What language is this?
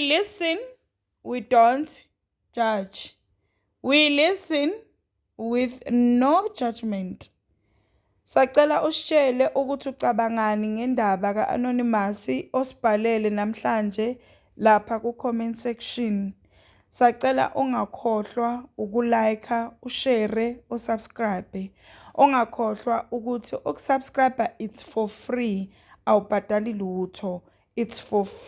Zulu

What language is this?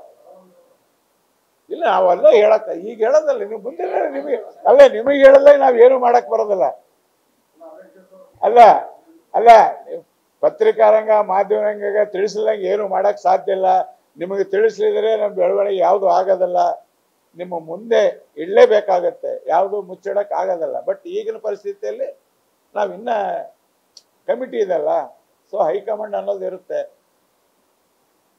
Kannada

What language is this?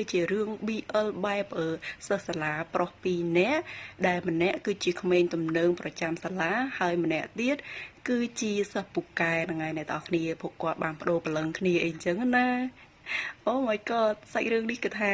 Khmer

